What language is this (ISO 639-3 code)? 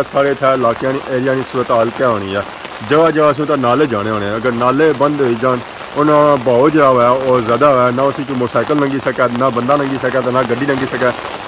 phr